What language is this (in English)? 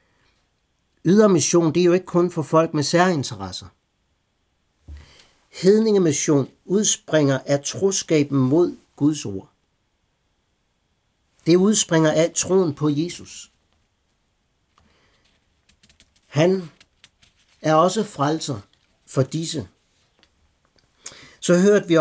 Danish